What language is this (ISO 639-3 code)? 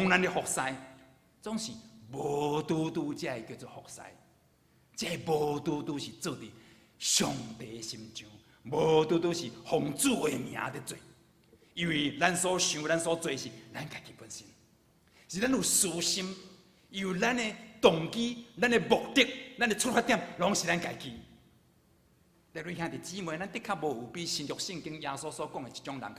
nan